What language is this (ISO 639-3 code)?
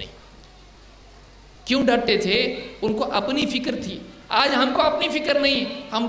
urd